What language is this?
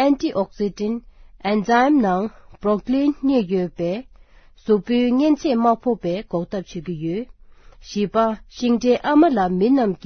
Tibetan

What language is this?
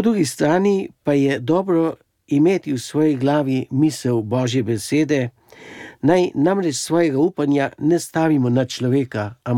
Slovenian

